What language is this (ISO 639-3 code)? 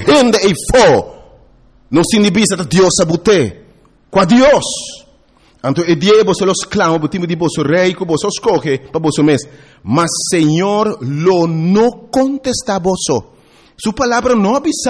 pap